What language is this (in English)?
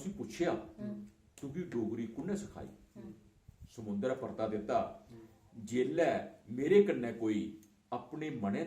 Dogri